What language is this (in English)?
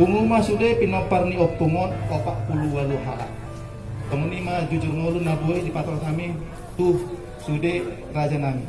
Batak Toba